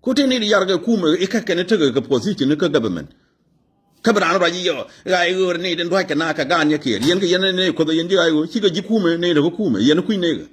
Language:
Nuer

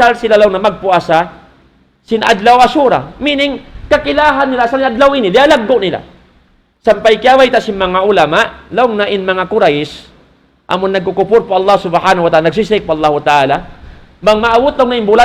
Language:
Tausug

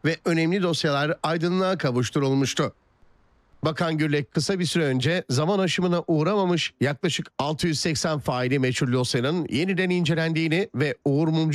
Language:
Turkish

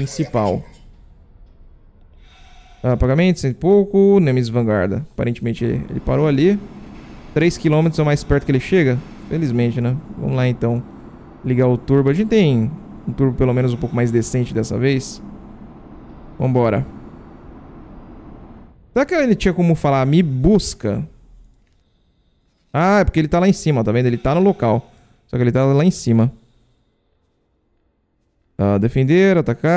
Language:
Portuguese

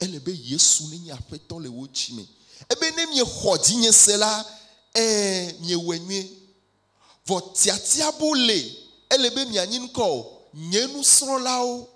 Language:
Ewe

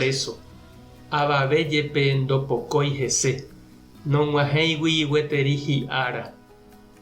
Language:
Guarani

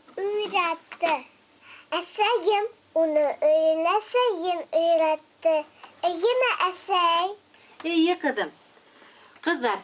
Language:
Bashkir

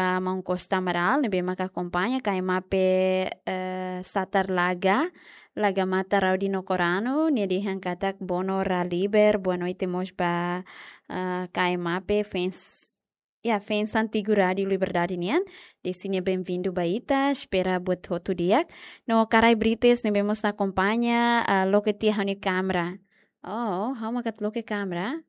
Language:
Tetum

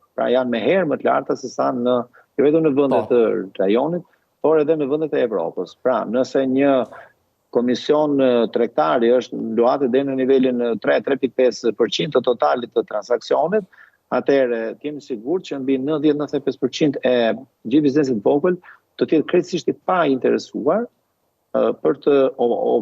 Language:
Albanian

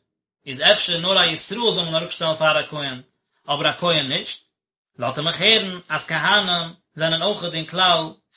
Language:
Yiddish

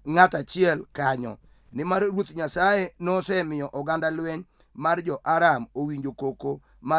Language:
Luo (Kenya and Tanzania)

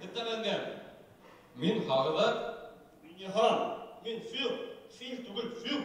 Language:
Bashkir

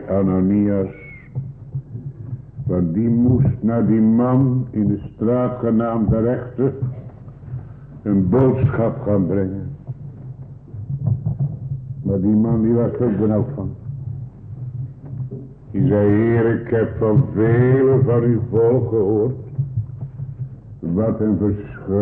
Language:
Dutch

